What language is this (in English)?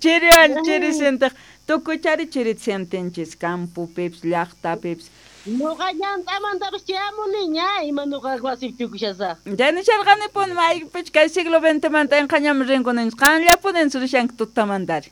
South Bolivian Quechua